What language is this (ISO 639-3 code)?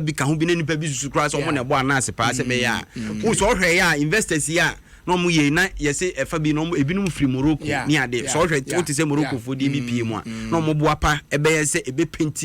aka